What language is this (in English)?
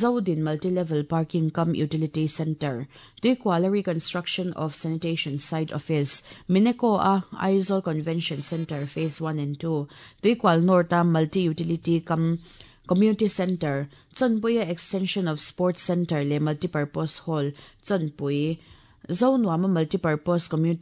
Mizo